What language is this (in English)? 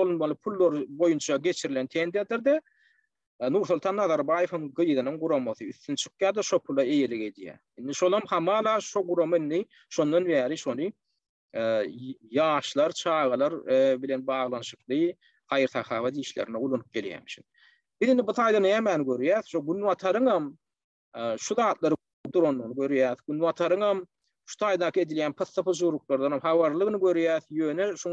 Turkmen